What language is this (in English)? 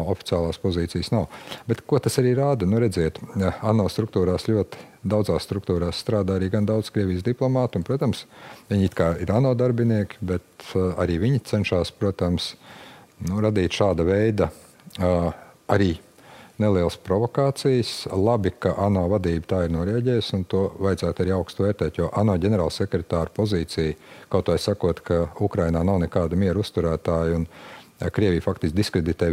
Latvian